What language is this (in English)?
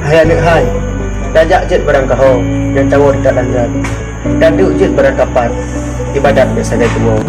Achinese